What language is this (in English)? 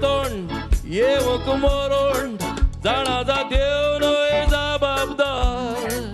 Konkani